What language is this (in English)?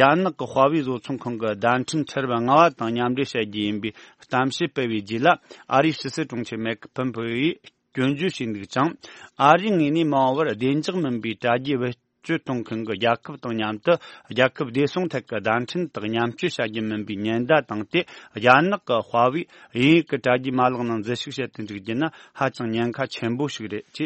Tibetan